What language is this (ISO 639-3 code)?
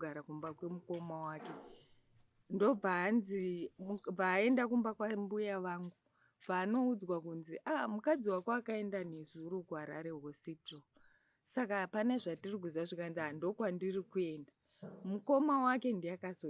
sna